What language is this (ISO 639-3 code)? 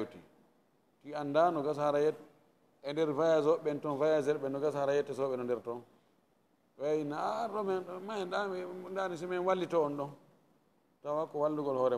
ful